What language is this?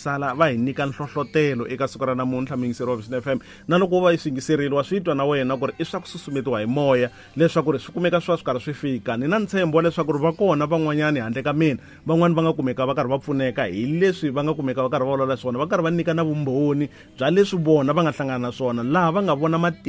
Tsonga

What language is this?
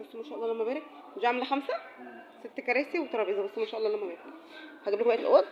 Egyptian Arabic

